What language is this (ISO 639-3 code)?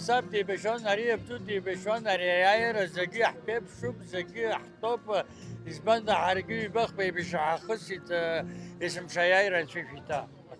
abk